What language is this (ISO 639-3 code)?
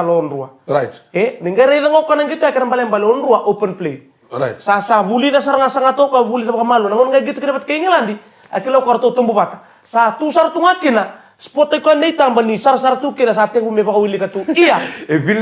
fij